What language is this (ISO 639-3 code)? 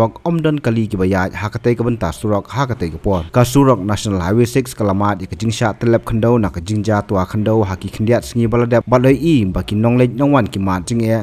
kha